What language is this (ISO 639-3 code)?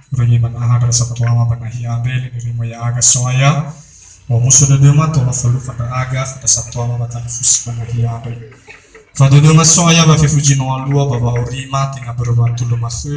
nia